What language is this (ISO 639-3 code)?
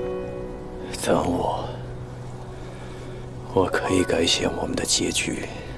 zho